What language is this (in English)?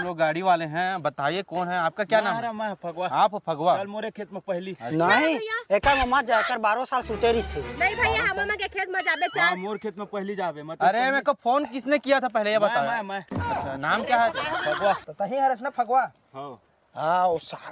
Chhattisgarhi